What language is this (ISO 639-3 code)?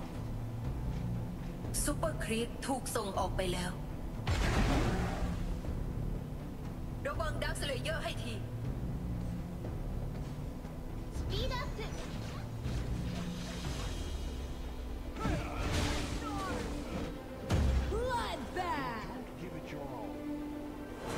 tha